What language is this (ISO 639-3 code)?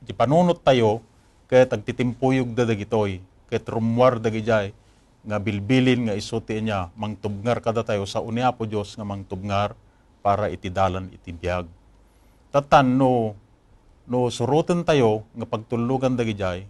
ilo